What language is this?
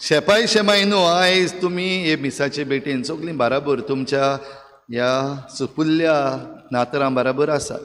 Konkani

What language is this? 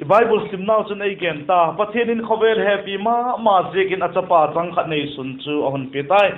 Vaiphei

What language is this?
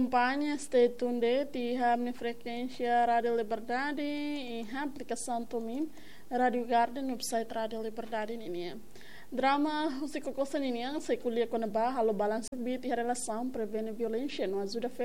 Tetum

